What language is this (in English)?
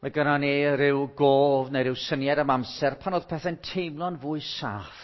Welsh